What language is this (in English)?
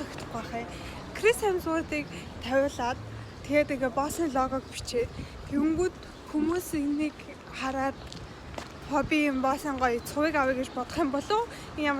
Mongolian